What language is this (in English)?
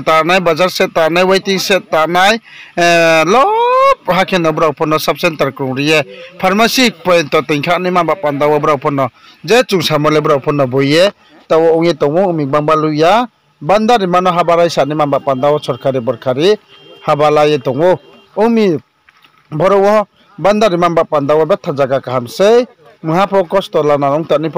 Riang (India)